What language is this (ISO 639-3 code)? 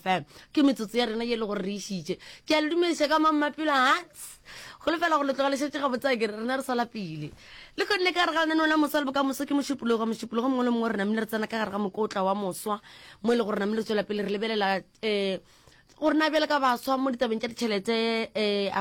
nso